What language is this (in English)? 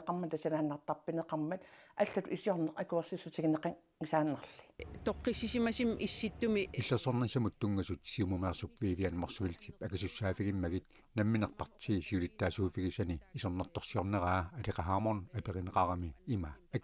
Kalaallisut